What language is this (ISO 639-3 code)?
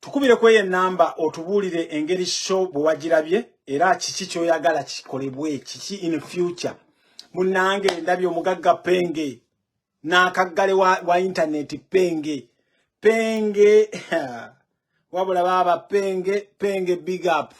lug